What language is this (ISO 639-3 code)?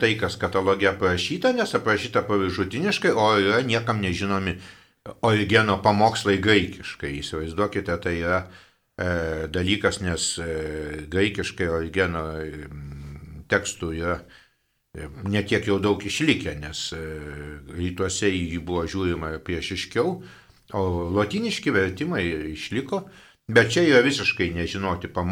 lit